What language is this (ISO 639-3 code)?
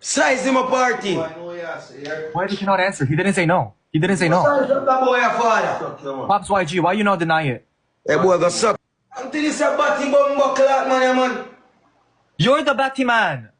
jam